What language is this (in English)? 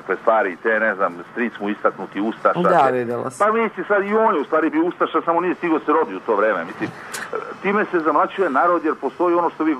Serbian